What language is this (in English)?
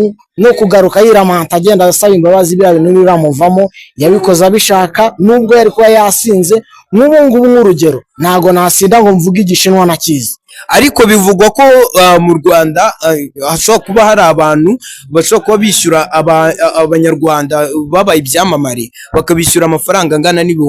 Kinyarwanda